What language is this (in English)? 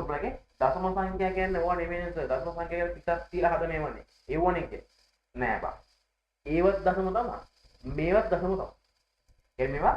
Sinhala